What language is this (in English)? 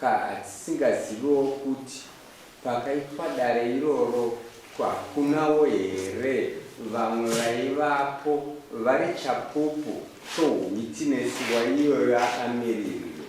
Shona